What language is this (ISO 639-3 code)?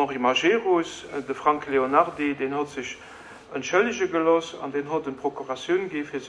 ltz